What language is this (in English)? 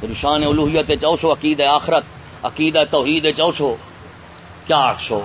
Saraiki